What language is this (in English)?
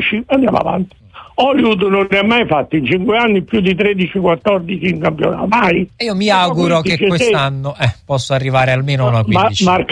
Italian